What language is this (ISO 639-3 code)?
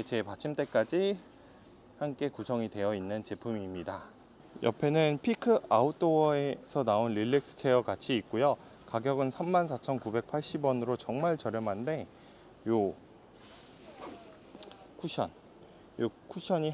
kor